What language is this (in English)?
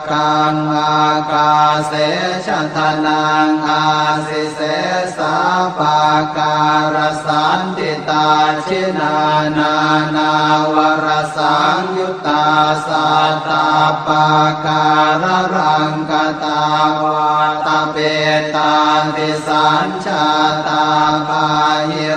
Pali